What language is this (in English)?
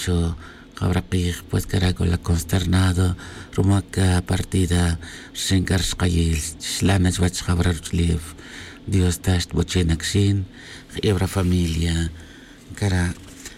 Tz'utujil